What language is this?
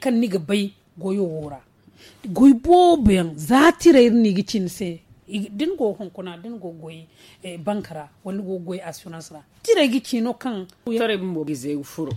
Zarma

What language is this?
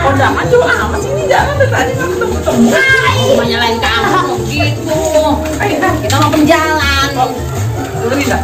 Betawi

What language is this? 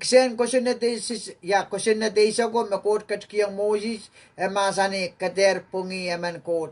Pohnpeian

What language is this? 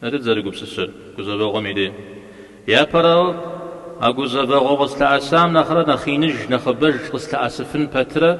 Kabardian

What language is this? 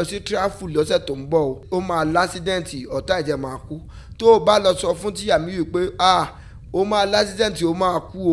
Yoruba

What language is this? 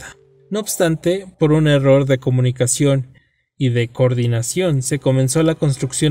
Spanish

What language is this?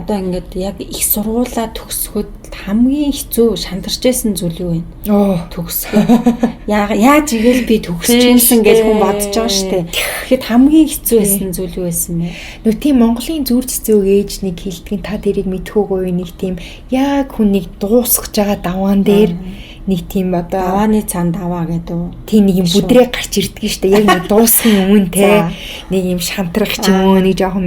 Mongolian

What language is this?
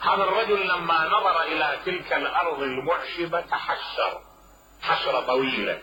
Mesopotamian Arabic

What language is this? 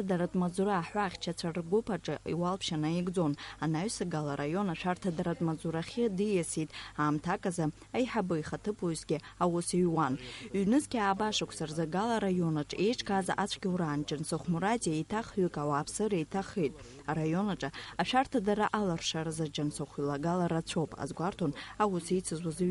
Abkhazian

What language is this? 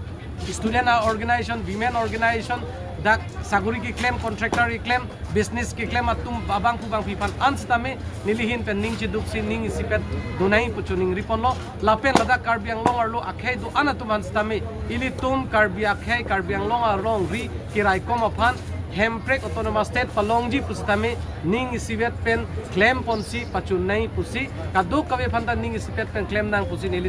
Karbi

